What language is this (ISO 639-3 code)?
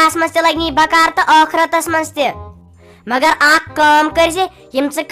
kas